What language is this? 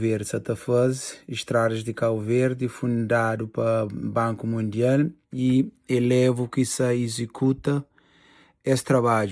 Kabuverdianu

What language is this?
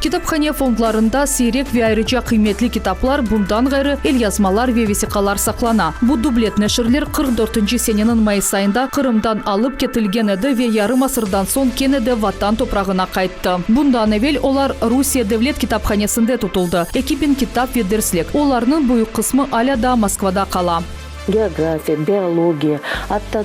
Crimean Tatar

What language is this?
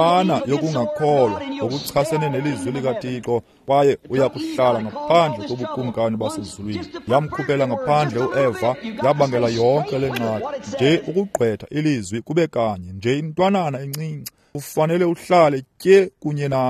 Xhosa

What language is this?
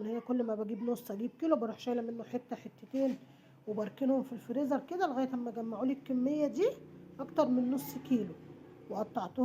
Egyptian Arabic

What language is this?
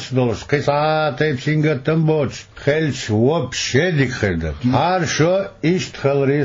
Chechen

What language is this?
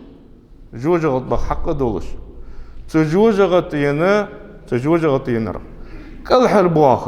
Ingush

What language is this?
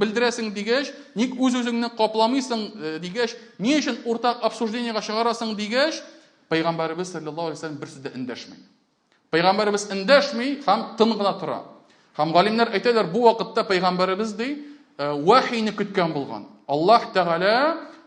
Tatar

